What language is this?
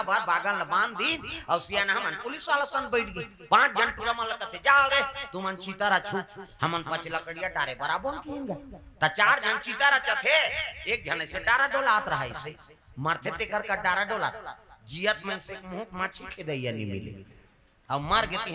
Chhattisgarhi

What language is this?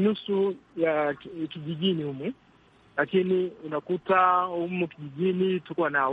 Swahili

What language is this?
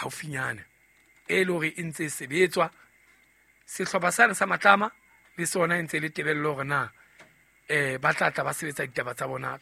Southern Sotho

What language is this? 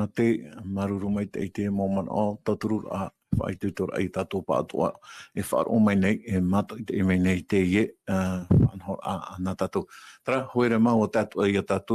Tahitian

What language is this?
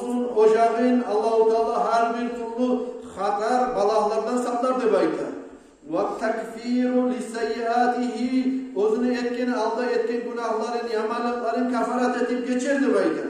Kumyk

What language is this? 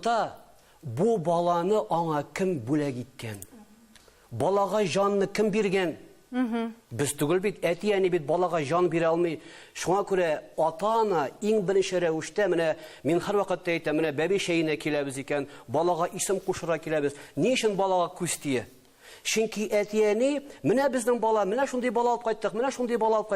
Tatar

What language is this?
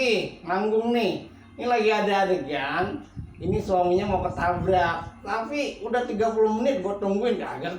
Betawi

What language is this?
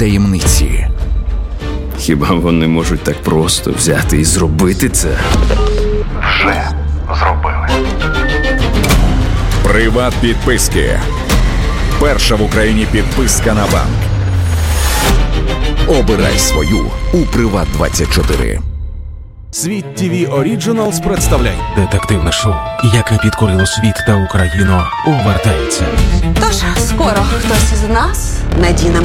Ukrainian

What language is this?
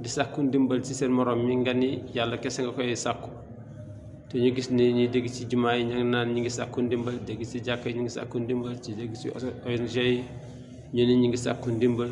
Wolof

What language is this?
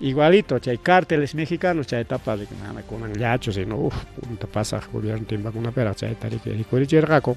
Ayacucho Quechua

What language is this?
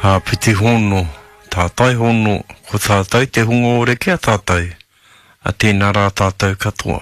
Māori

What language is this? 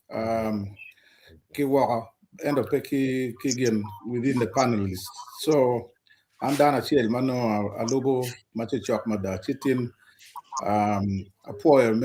Acoli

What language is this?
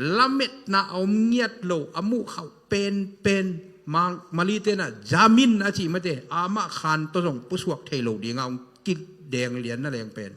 Tedim Chin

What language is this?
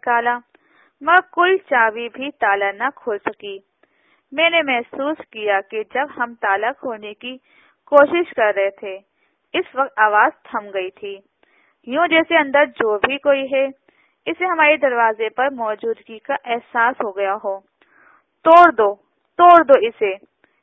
Urdu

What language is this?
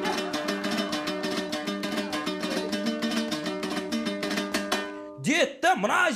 Kazakh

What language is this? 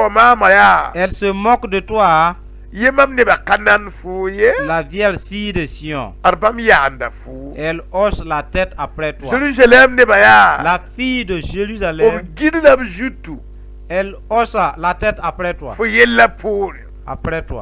Mossi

